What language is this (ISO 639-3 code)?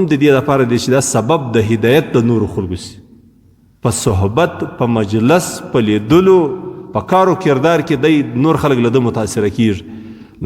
pus